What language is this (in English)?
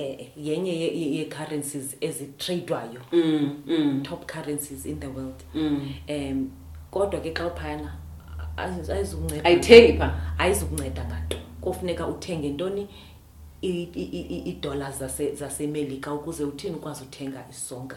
Xhosa